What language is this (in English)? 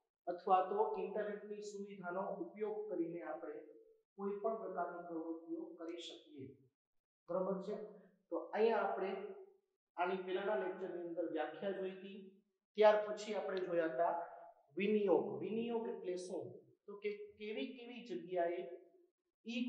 Gujarati